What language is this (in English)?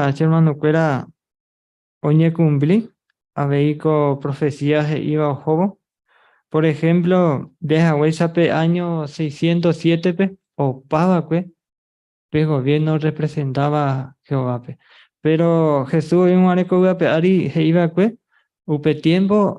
Guarani